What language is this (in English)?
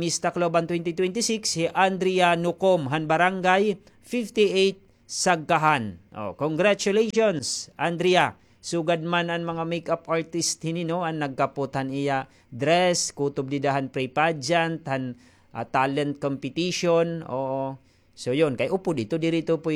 Waray